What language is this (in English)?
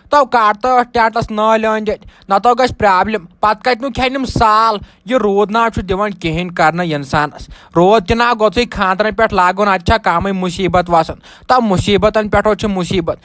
Kashmiri